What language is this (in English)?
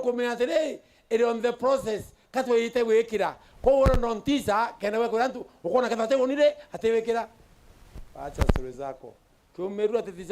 Meru